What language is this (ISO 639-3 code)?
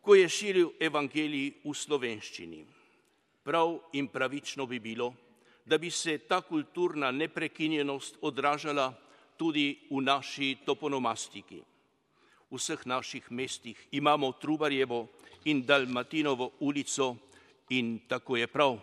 slv